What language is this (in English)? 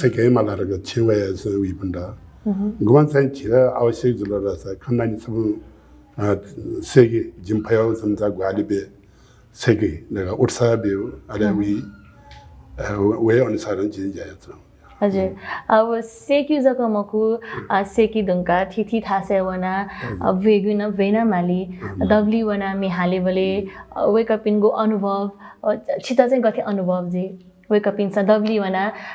Newari